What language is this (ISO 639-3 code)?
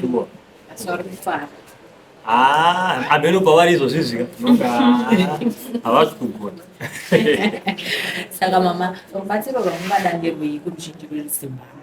sna